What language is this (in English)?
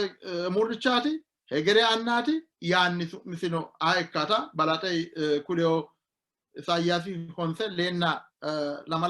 Sidamo